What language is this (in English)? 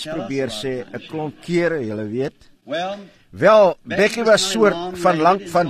Afrikaans